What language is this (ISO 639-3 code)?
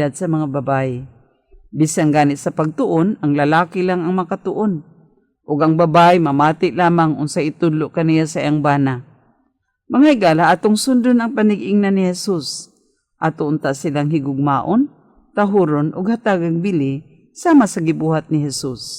ceb